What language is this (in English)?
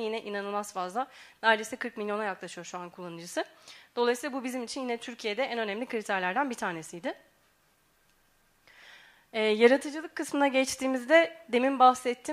Turkish